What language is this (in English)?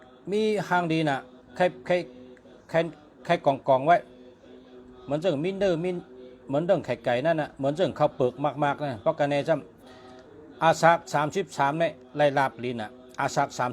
Shan